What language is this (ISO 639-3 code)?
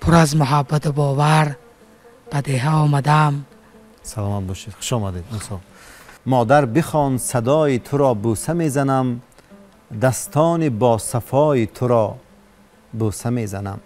tgk